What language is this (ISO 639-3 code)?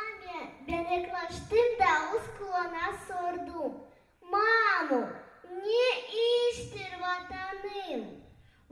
gag